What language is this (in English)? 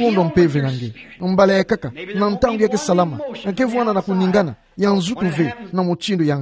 Kituba (Democratic Republic of Congo)